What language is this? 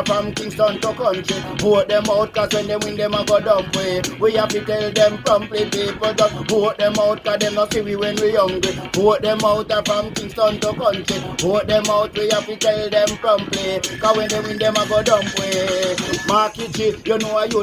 Jamaican Creole English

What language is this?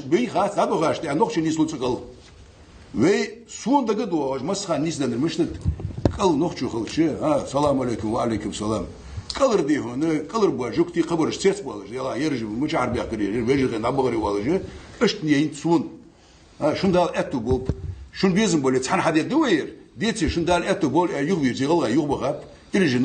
Ingush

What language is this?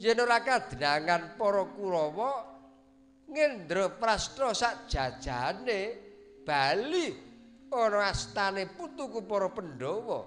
Javanese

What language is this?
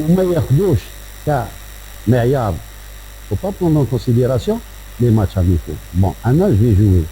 Algerian Arabic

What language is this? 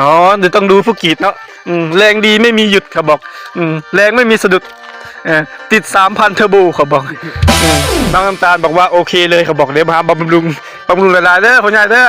Northeastern Thai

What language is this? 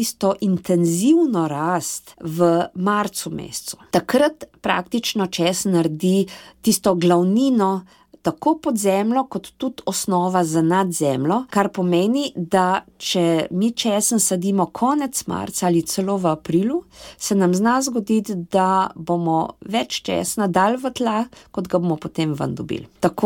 Slovenian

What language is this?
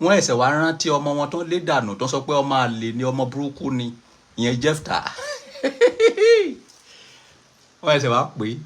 Yoruba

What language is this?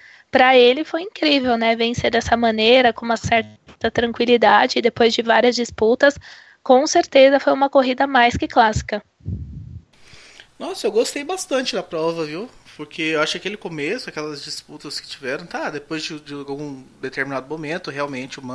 Portuguese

